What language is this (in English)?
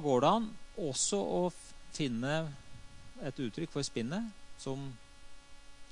Norwegian